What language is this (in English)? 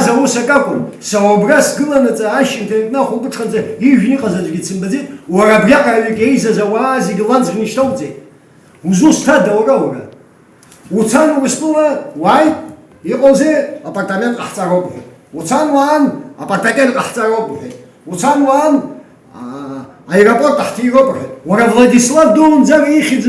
Abkhazian